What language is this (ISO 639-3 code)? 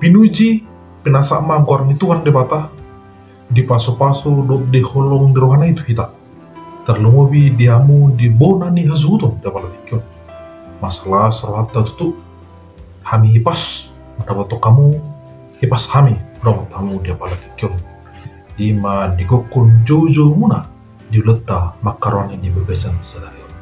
bbc